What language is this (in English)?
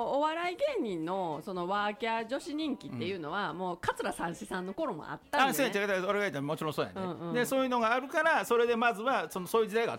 Japanese